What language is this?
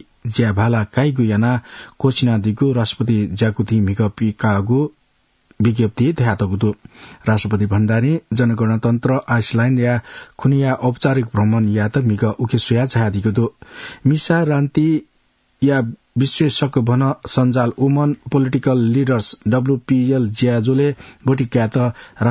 Newari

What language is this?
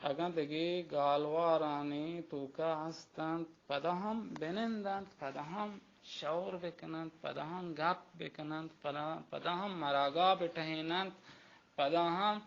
Baluchi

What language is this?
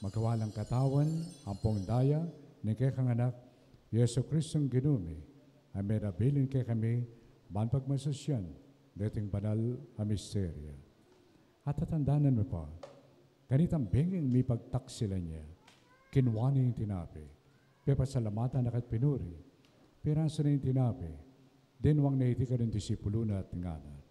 Pampanga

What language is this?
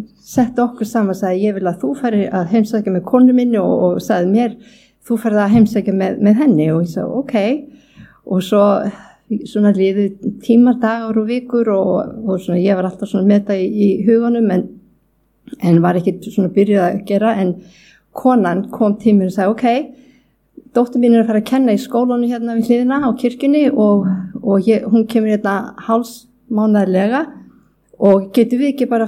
Icelandic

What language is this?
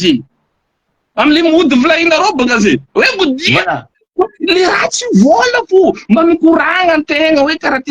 Malagasy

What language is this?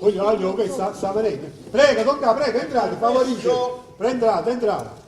Neapolitan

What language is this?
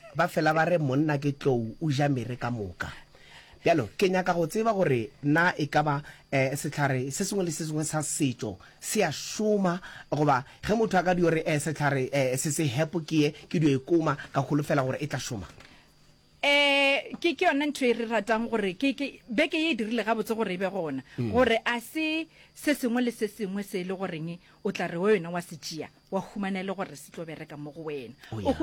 Northern Sotho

